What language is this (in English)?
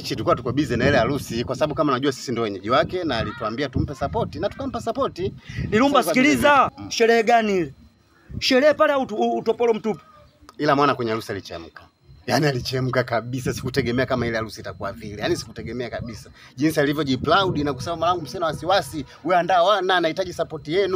Swahili